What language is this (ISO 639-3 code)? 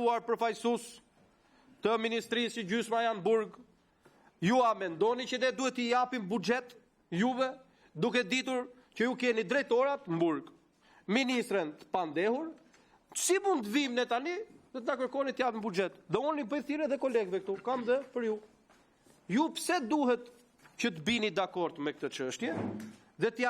sqi